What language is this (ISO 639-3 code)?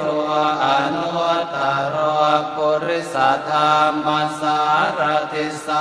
pli